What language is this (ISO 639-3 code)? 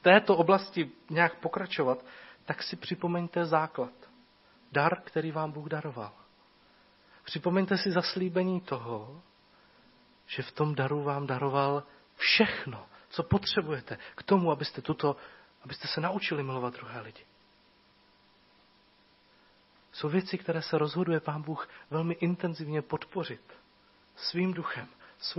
ces